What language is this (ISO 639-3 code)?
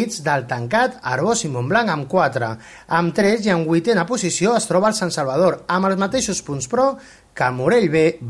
cat